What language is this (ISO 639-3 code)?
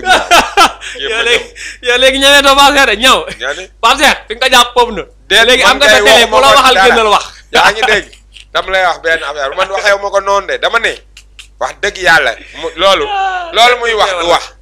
wol